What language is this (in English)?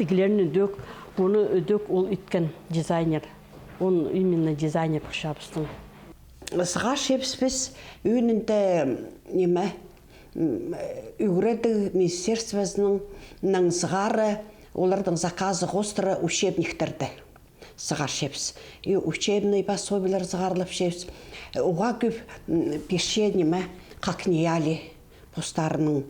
Khakas